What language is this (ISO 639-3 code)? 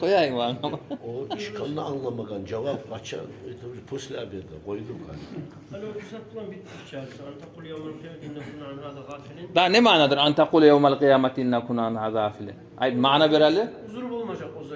kum